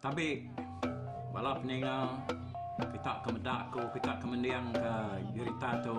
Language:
Iban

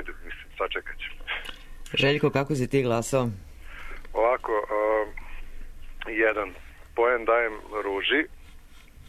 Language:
Serbian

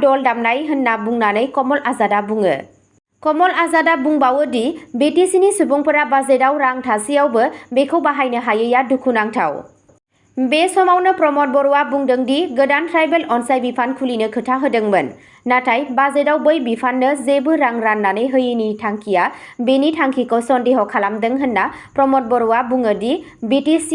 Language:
Bodo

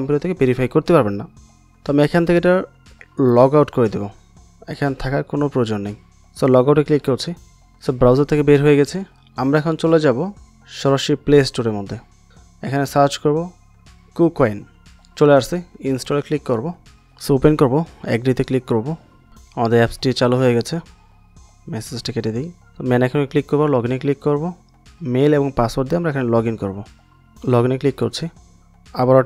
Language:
Bangla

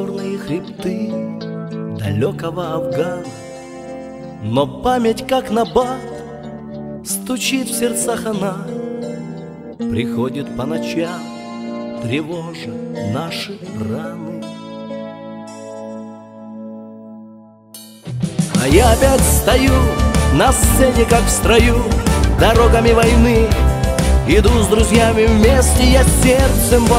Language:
Russian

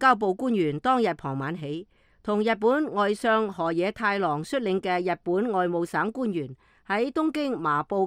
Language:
Cantonese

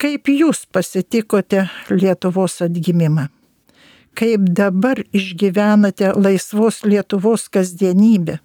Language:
Lithuanian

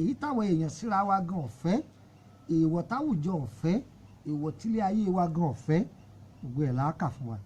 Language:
Yoruba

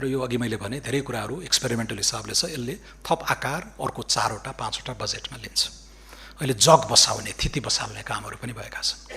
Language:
Nepali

